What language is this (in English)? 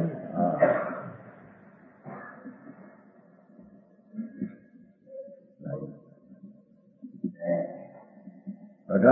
Gujarati